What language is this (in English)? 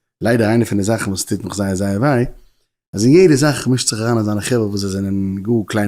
Yiddish